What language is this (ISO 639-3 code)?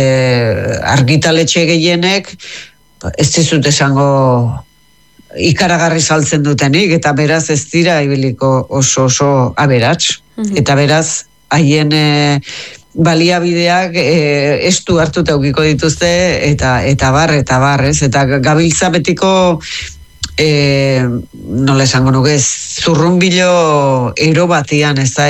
eus